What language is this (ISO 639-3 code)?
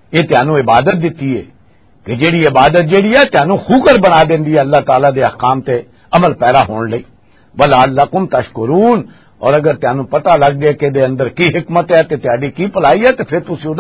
lah